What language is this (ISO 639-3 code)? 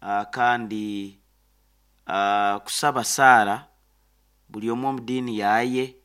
nyo